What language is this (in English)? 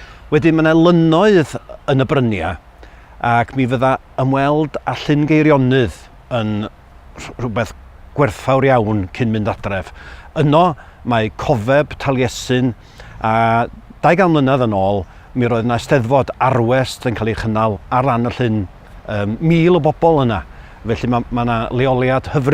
Welsh